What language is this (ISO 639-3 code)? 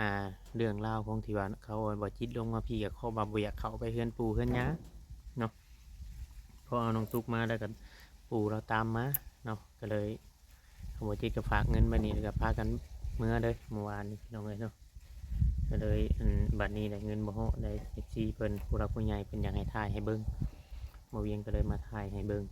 lao